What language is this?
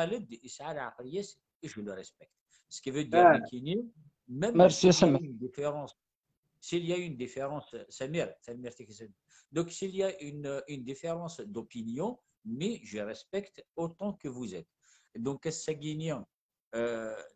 Kabyle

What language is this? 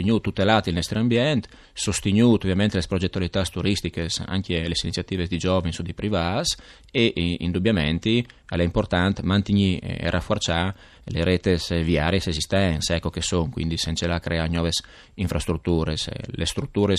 Friulian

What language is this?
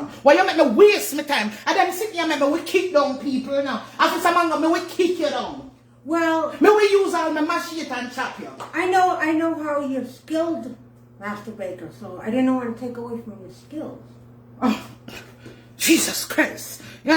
Jamaican Creole English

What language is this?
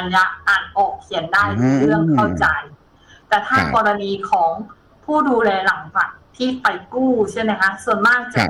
Thai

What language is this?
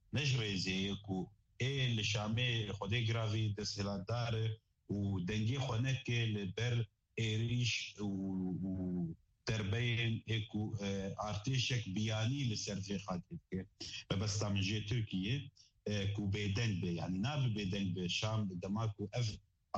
Kurdish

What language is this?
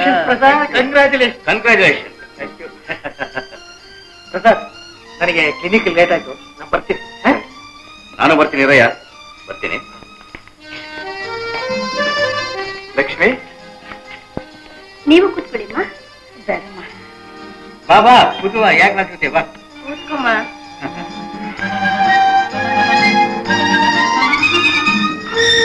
Kannada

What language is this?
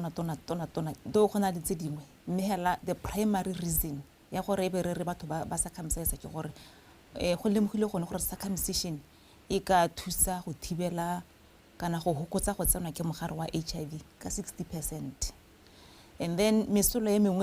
Tswana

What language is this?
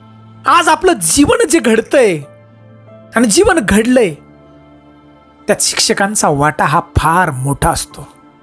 Marathi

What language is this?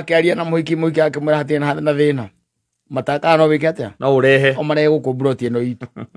Kikuyu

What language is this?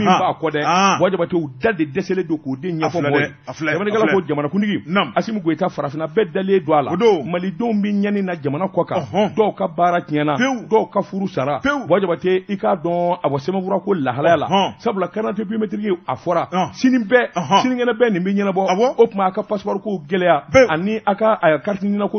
Bambara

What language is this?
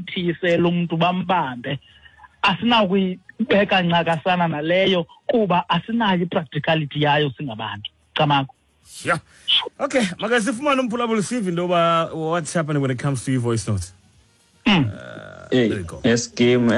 Xhosa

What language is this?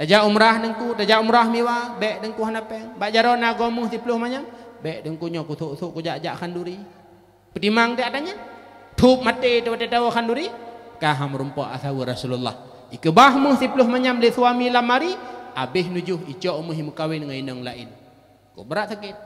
Achinese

